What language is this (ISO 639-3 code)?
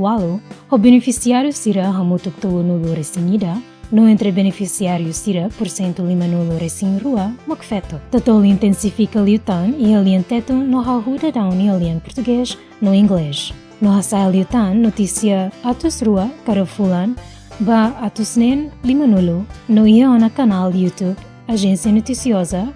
tet